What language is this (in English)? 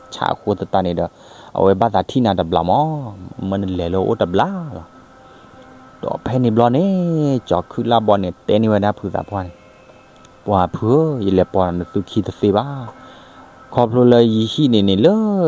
S'gaw Karen